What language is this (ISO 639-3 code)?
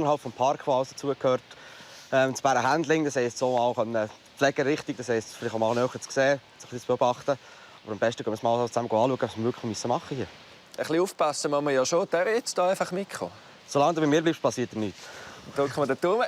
gsw